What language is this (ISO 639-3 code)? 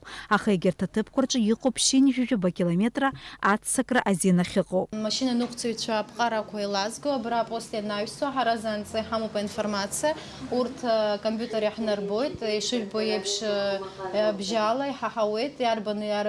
abk